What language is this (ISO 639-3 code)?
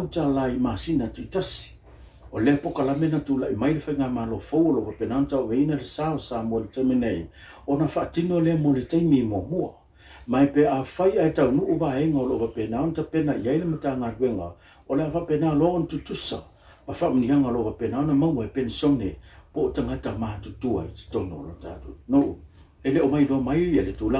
smo